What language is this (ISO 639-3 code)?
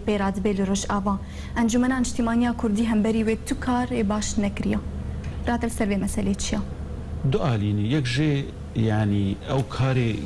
kur